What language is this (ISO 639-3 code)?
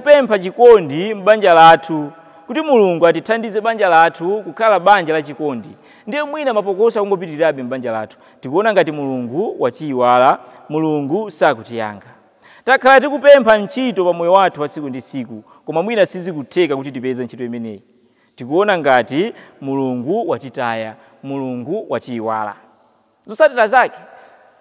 nya